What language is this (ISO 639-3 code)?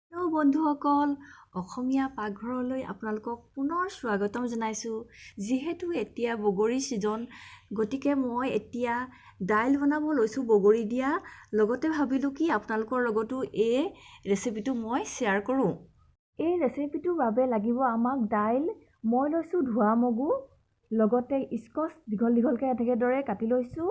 asm